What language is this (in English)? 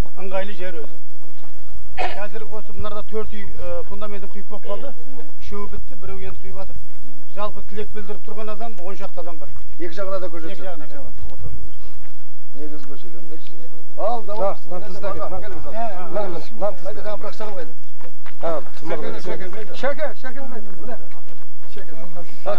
Kazakh